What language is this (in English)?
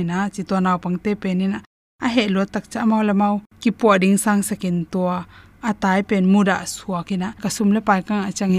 Tedim Chin